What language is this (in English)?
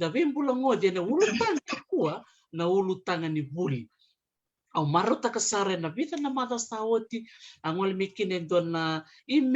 Fijian